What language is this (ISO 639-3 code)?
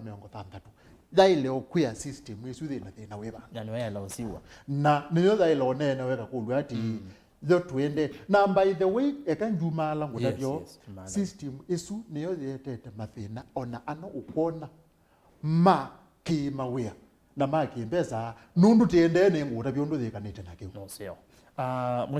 kam